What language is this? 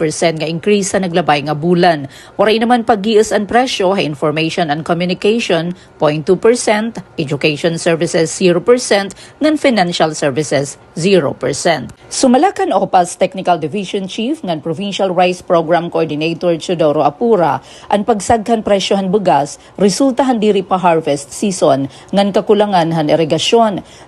Waray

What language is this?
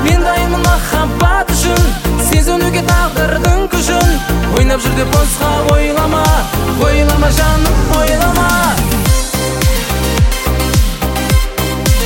Kazakh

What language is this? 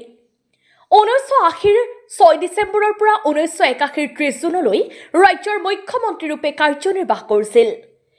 Assamese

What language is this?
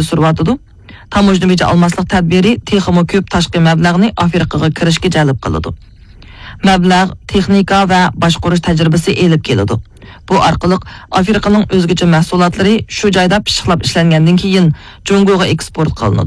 Uyghur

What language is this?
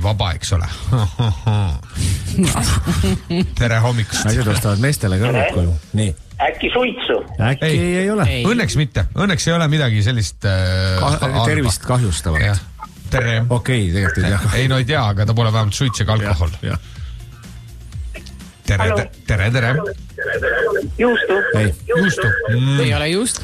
Estonian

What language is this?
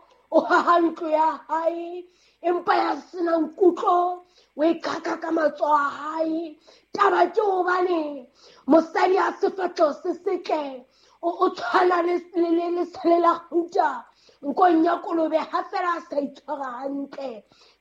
Southern Sotho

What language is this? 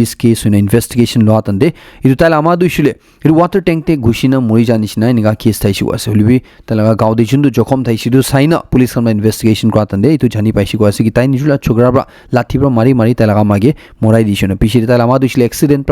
Naga Pidgin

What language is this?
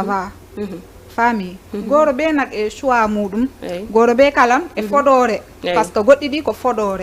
Fula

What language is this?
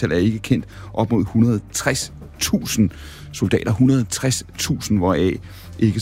Danish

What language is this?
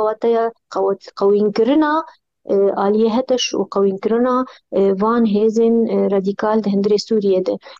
Kurdish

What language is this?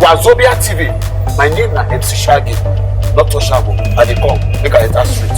Nigerian Pidgin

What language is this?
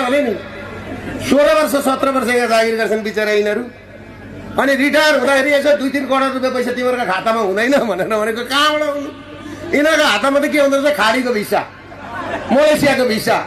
Nepali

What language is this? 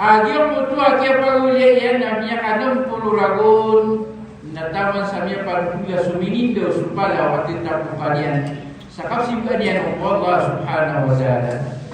Maranao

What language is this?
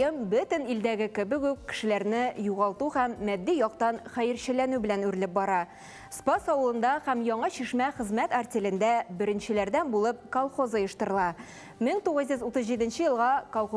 Tatar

